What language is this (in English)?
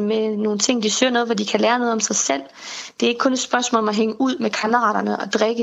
Danish